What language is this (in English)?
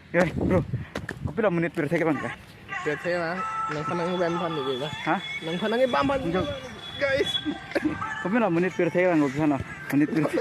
Karbi